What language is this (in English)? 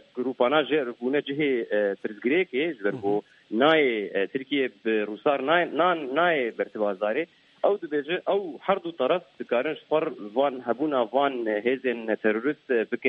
Kurdish